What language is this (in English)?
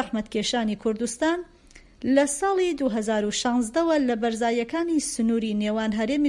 Central Kurdish